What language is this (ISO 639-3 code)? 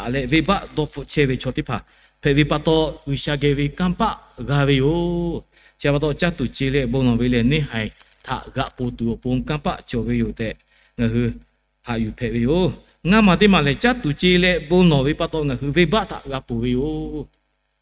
lhu